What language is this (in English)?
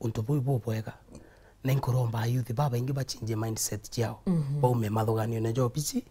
Meru